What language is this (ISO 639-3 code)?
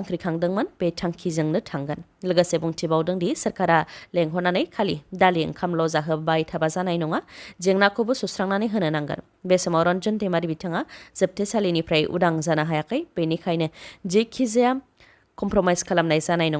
brx